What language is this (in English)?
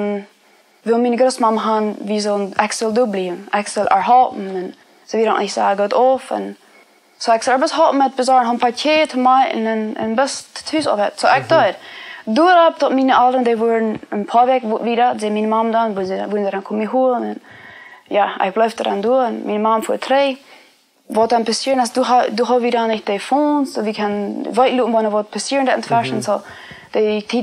Plautdietsch